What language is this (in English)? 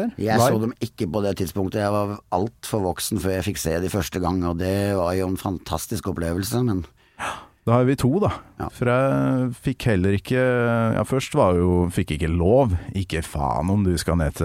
Norwegian